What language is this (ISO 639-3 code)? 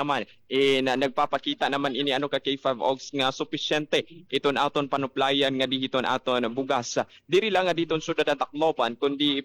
war